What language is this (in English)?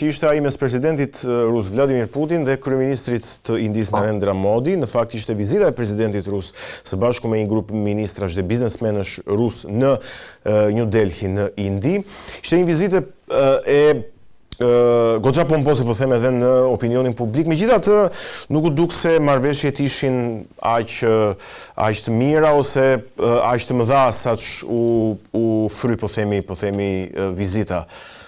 Albanian